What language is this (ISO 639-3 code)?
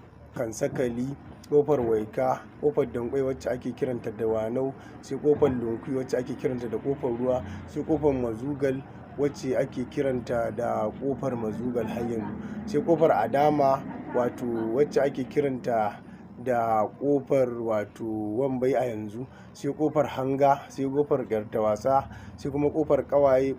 hau